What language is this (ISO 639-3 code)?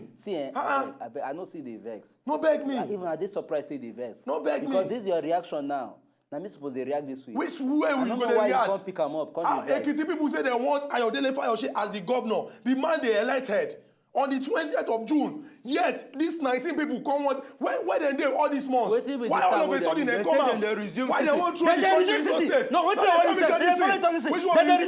pcm